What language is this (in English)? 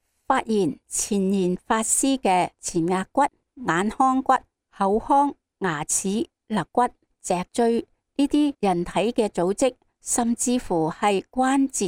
Cantonese